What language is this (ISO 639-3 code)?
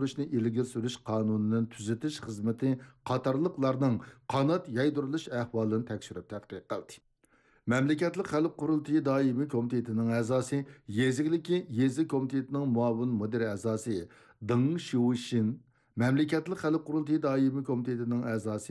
uig